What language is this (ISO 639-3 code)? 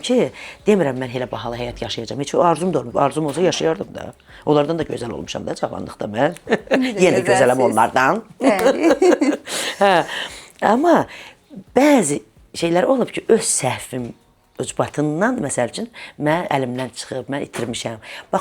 aze